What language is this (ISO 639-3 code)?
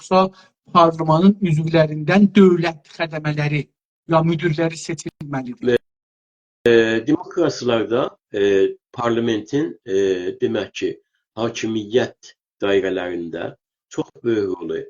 azb